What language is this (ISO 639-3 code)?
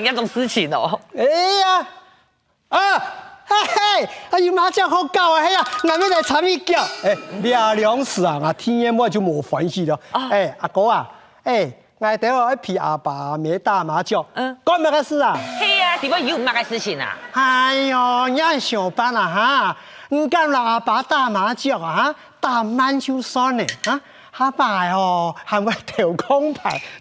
hak